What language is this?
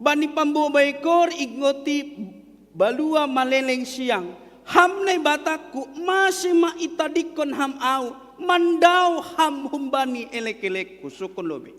Batak Simalungun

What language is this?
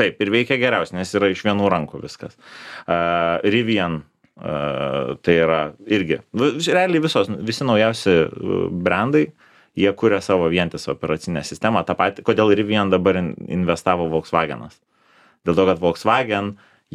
Lithuanian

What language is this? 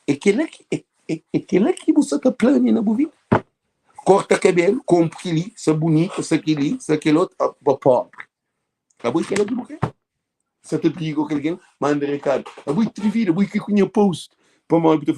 Kabuverdianu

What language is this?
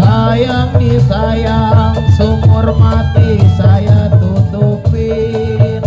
Betawi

